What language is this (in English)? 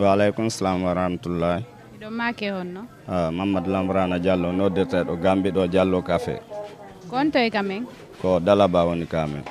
Fula